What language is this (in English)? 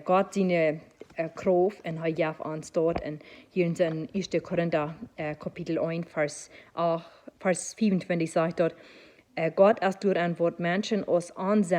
Plautdietsch